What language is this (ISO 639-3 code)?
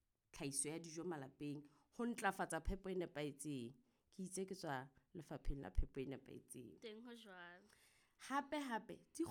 sot